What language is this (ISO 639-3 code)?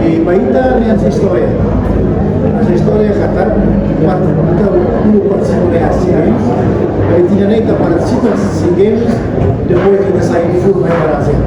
tet